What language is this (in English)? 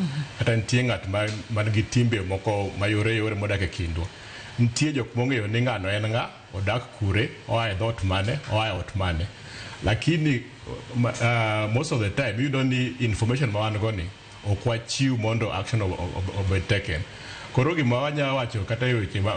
Luo (Kenya and Tanzania)